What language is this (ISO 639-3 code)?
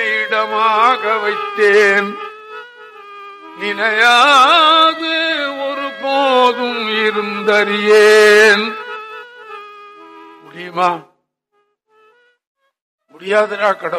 tam